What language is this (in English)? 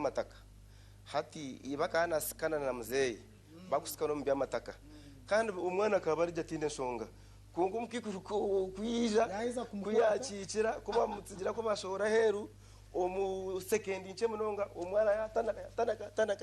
Nyankole